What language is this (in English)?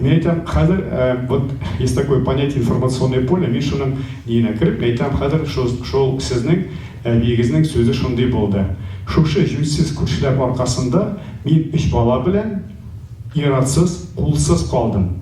Tatar